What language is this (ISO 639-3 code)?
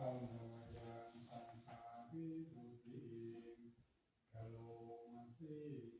pli